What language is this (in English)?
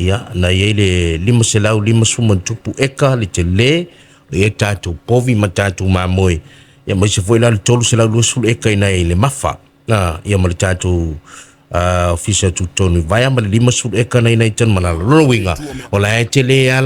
Samoan